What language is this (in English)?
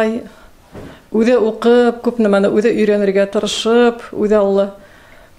Bashkir